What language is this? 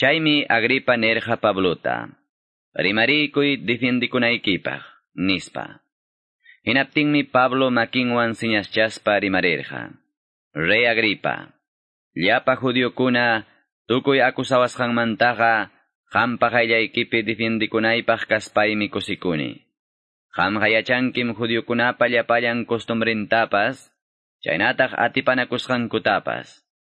Quechua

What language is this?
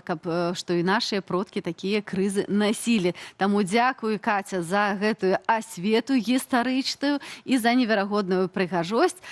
Belarusian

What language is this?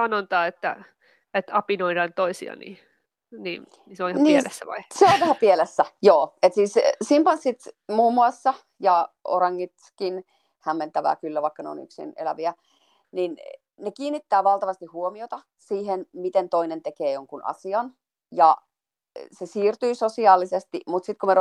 Finnish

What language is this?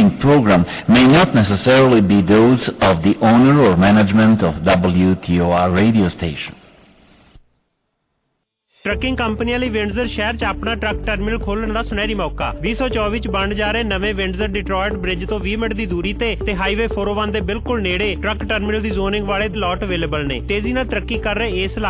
Punjabi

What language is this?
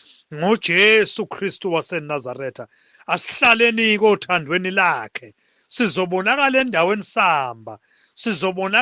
Zulu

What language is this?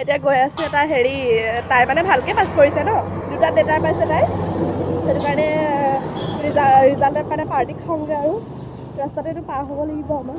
Assamese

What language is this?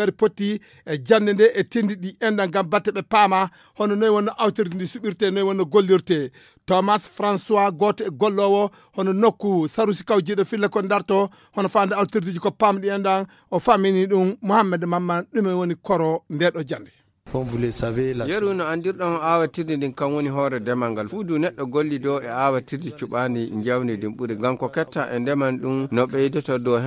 Fula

